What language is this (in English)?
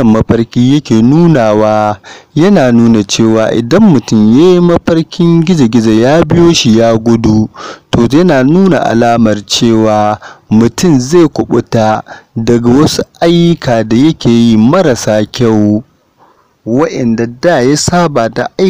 Hausa